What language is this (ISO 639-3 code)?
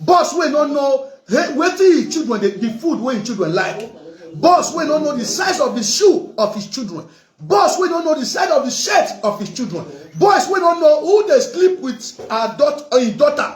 pcm